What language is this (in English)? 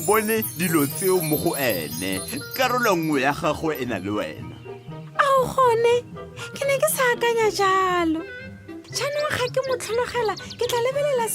Tswana